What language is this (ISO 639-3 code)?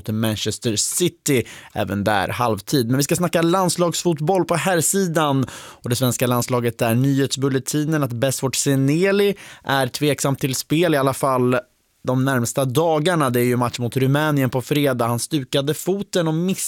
swe